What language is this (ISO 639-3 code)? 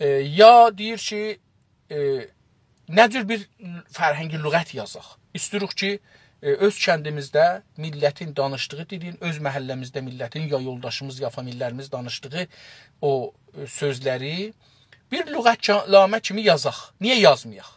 azb